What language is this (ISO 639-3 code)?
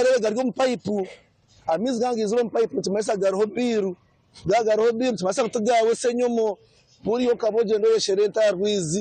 nyn